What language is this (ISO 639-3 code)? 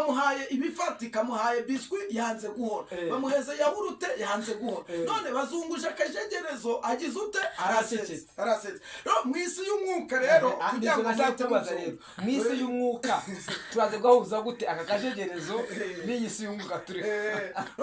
kin